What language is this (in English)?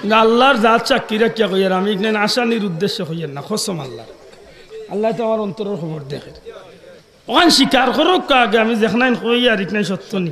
Sylheti